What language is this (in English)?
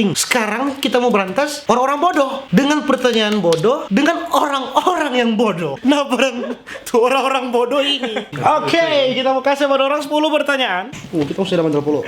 Manado Malay